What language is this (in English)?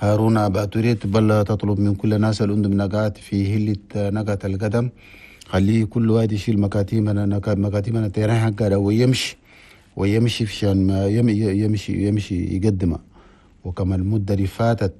Chadian Arabic